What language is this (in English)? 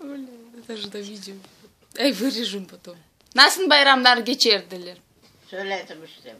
Crimean Tatar